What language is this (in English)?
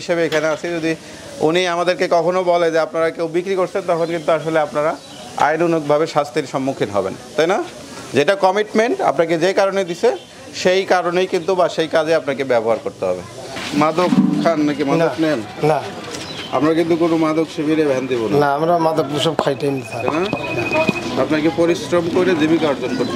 Bangla